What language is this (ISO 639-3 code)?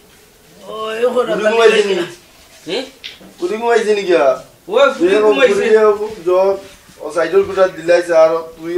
syl